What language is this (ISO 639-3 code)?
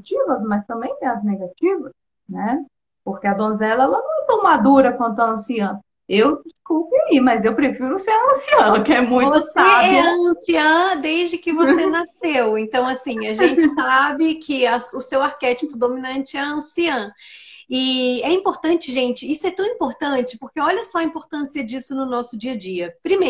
por